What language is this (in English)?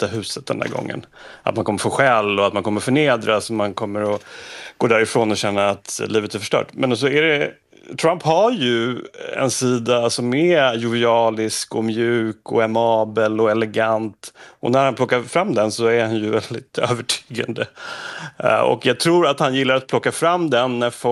Swedish